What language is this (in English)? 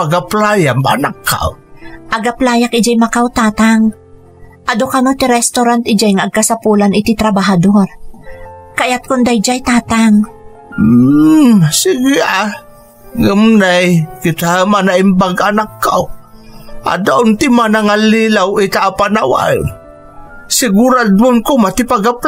Iloko